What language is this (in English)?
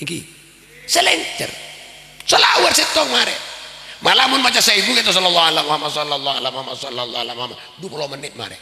Madurese